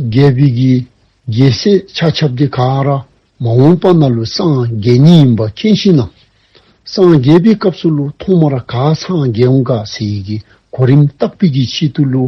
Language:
Dzongkha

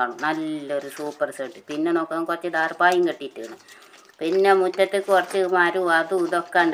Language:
Malayalam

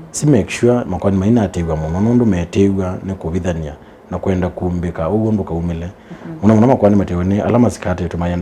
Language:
Kamba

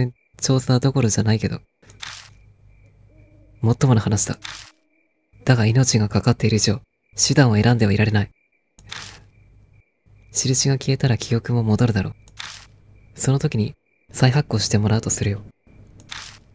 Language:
Japanese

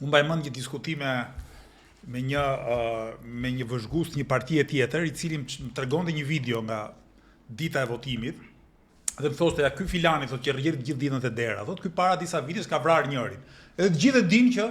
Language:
Albanian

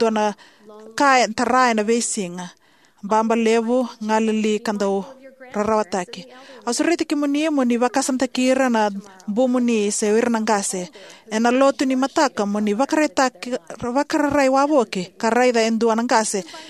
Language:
Fijian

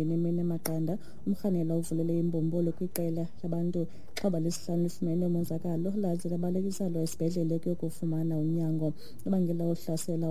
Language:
Xhosa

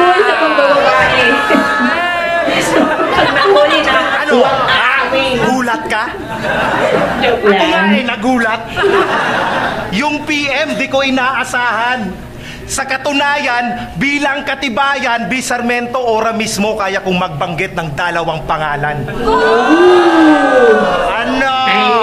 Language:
Filipino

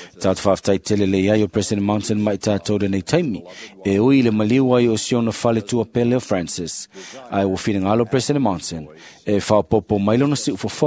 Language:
Samoan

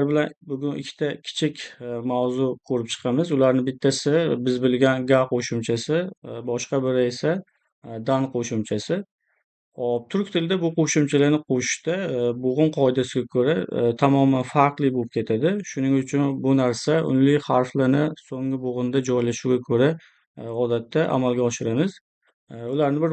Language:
Uzbek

